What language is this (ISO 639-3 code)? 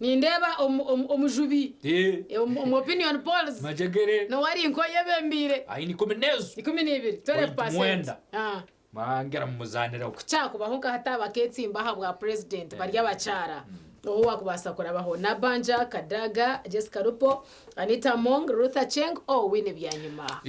nyn